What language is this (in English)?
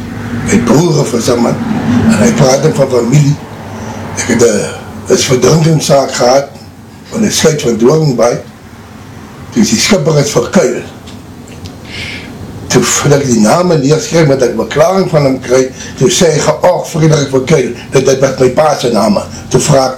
Afrikaans